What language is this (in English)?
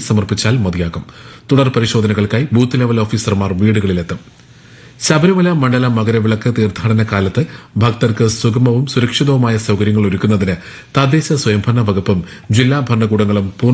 Malayalam